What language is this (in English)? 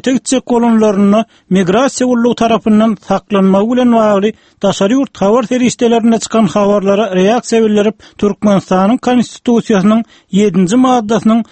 Turkmen